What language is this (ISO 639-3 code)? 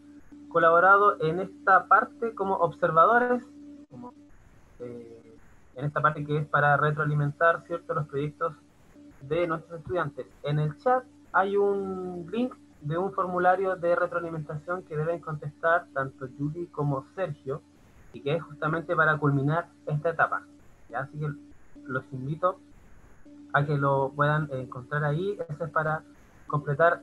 spa